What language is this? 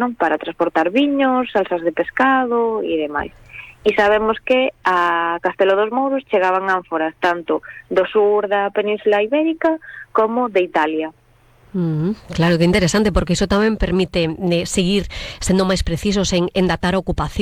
Galician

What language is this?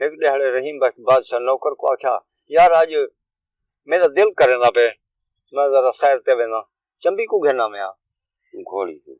Saraiki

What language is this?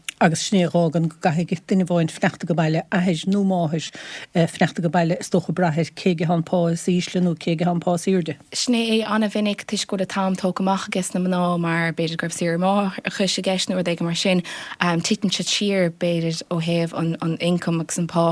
Irish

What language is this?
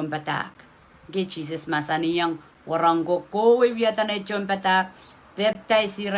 Pohnpeian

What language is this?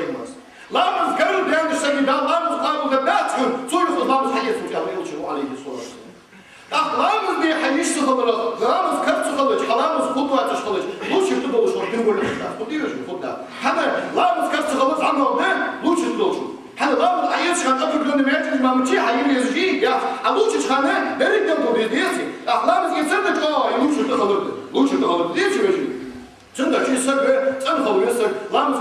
Ingush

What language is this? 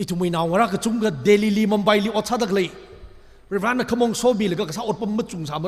Tangkhul Naga (India)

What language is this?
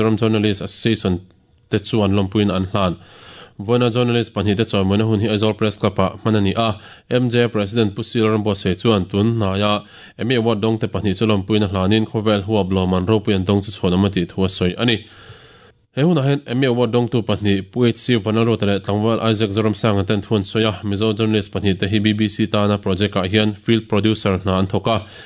Mizo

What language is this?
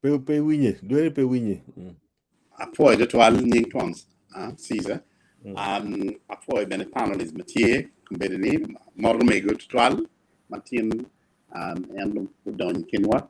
Acoli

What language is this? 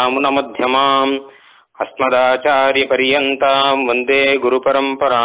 Tamil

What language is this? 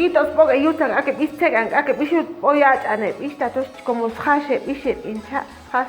Chuj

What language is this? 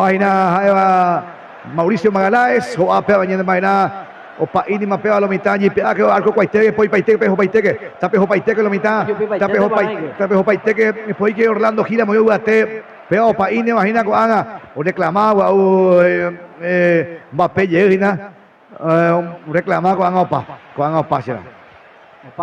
Guarani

